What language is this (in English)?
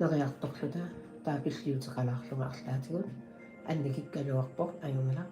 Kalaallisut